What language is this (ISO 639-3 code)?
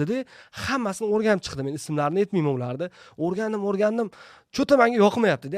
uzb